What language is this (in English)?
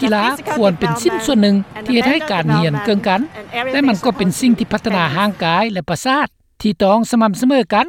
Lao